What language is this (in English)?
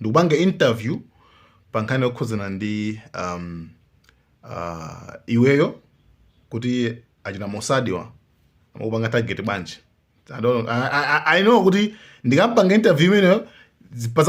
Nyanja